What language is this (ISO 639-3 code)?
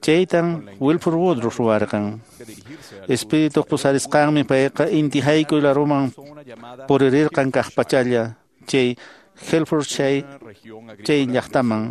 que